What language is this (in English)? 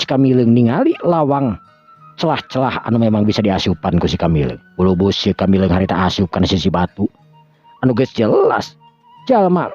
Sundanese